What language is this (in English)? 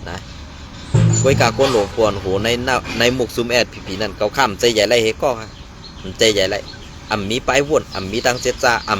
Shan